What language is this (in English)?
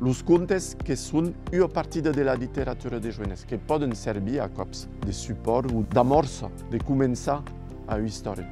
Occitan